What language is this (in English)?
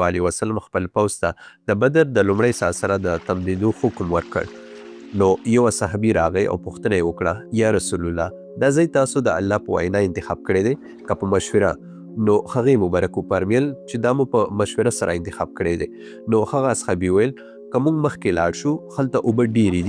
Pashto